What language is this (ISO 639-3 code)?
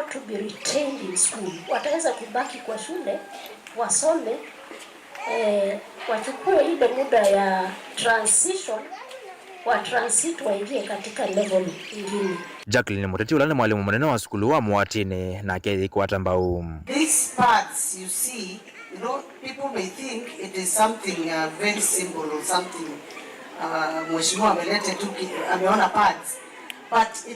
kam